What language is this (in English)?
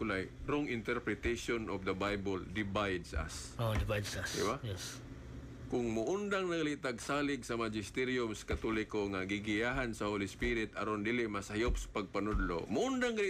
Cebuano